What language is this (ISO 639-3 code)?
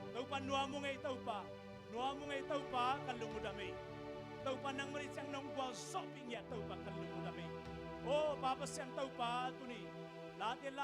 ctd